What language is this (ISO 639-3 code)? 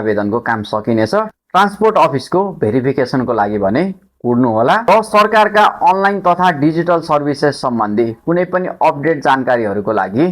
nep